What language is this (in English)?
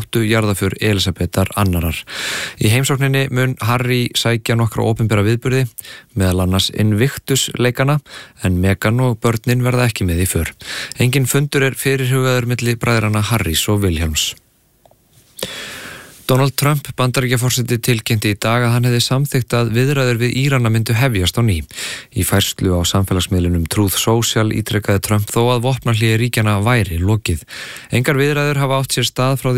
Icelandic